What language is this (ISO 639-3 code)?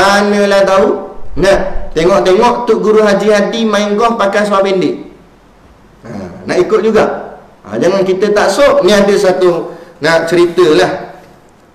msa